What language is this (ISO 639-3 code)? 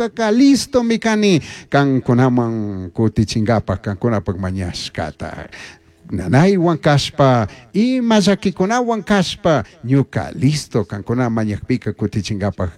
qug